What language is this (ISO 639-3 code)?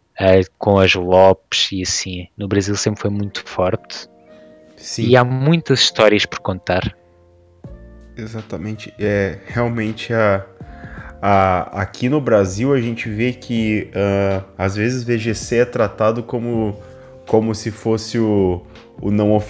por